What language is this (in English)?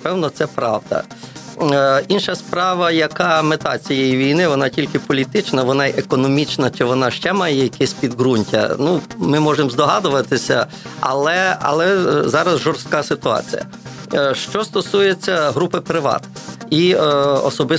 Ukrainian